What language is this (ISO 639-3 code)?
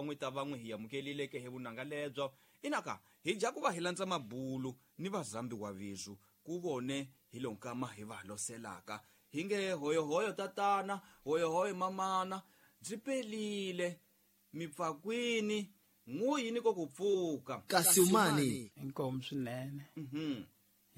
tso